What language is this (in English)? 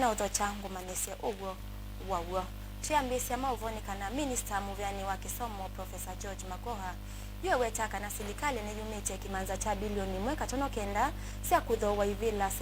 Kamba